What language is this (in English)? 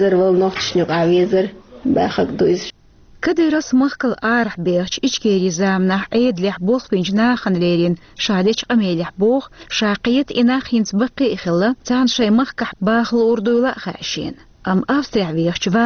Chechen